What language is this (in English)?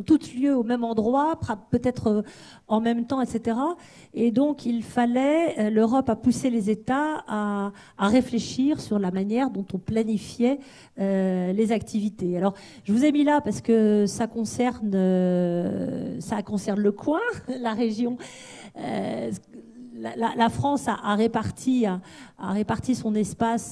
French